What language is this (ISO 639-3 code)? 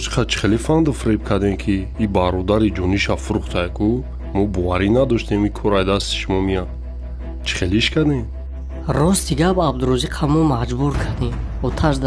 tgk